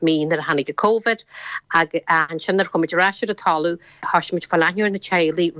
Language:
Irish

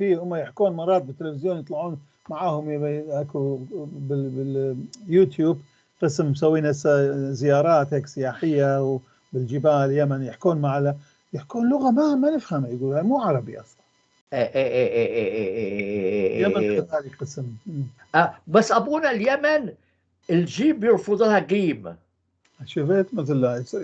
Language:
North Levantine Arabic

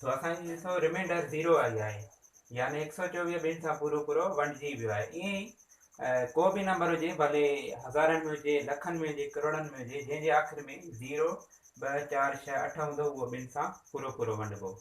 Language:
Sindhi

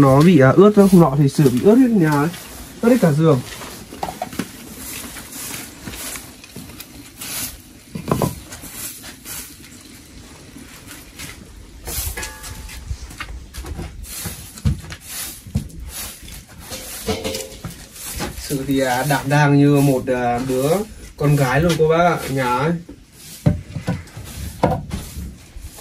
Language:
Vietnamese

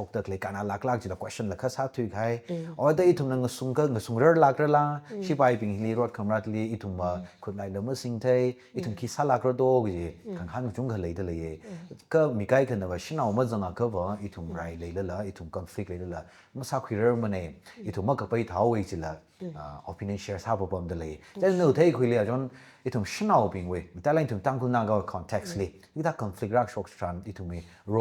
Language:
Tangkhul Naga (India)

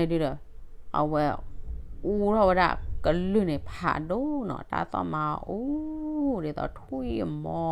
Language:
S'gaw Karen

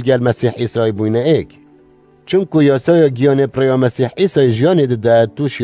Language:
Kurdish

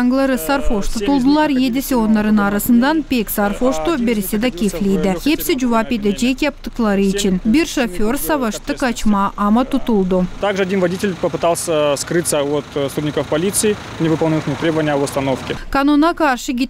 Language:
Gagauz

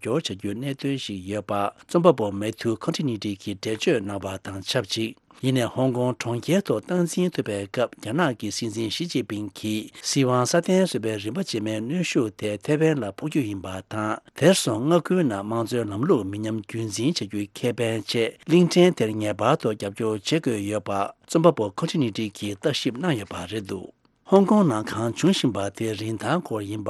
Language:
Tibetan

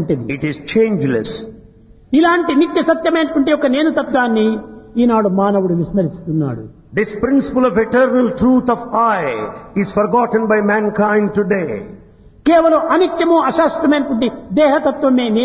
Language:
Telugu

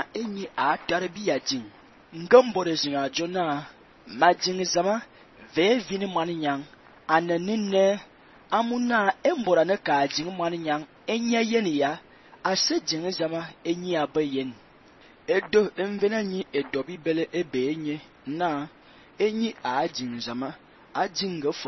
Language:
Fang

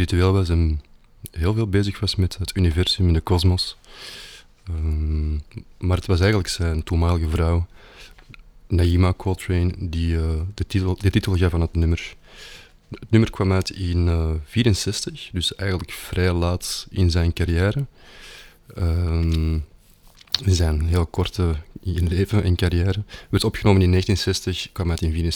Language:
Dutch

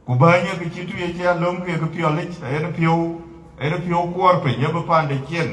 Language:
Dinka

